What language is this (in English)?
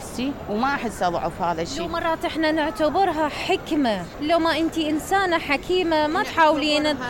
Mesopotamian Arabic